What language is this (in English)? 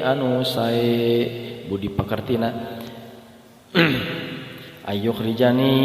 Sundanese